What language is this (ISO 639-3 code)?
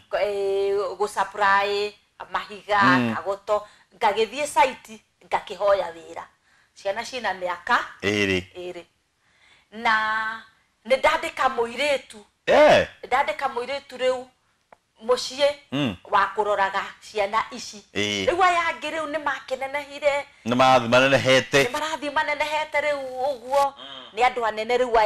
kik